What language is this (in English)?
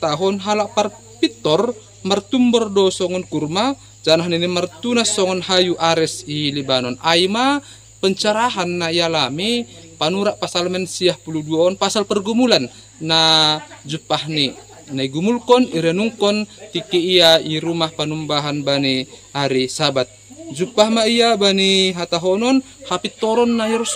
Batak Simalungun